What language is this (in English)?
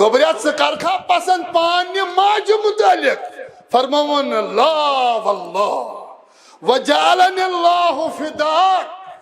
Kashmiri